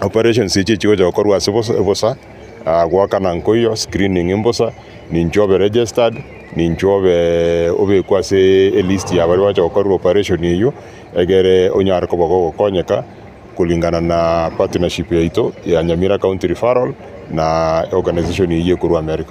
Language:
Gusii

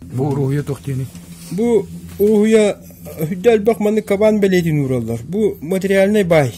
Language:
Yakut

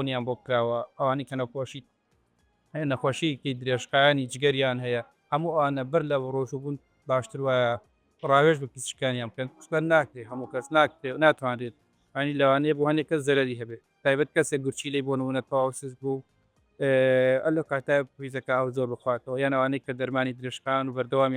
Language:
Central Kurdish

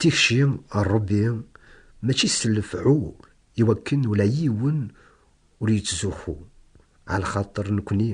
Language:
Kabyle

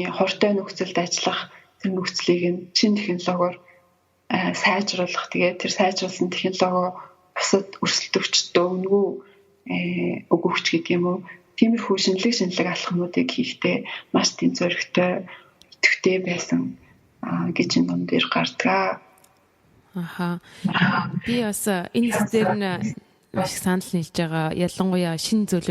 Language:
Mongolian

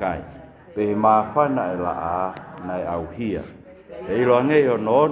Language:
Tongan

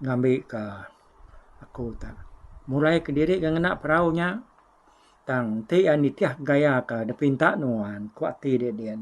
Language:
Iban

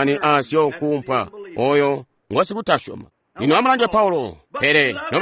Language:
Tonga (Zambia)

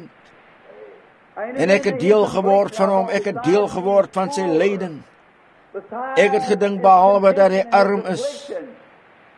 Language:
Afrikaans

